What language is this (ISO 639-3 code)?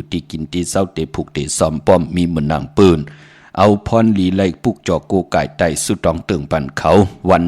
shn